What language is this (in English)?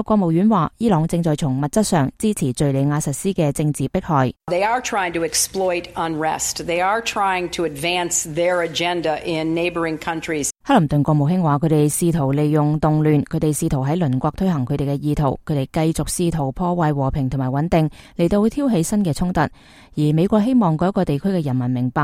Cantonese